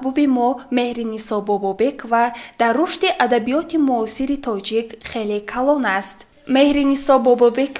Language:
Tajik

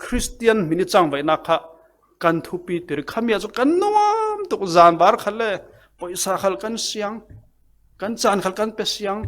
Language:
Falam Chin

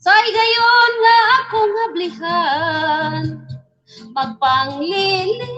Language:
Cebuano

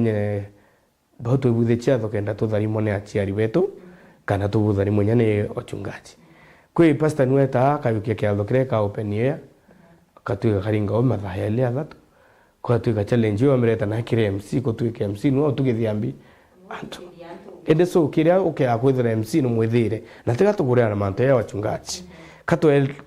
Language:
Meru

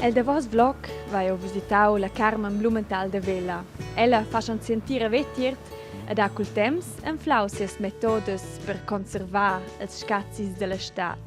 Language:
Romansh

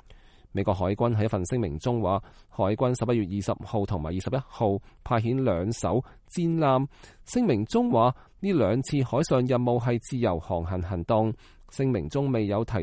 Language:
Cantonese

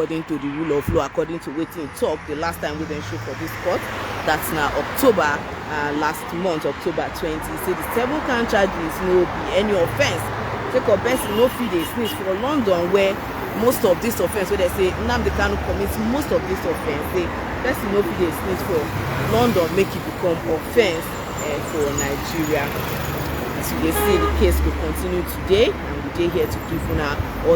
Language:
Nigerian Pidgin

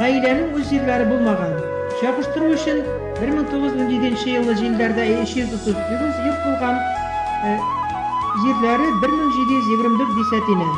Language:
Bashkir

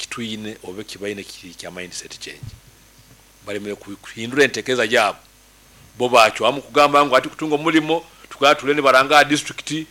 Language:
Nyankole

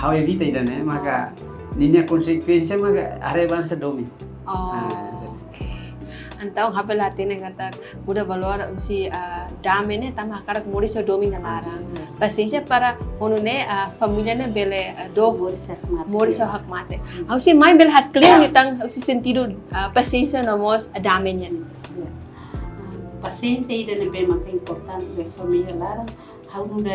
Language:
Tetum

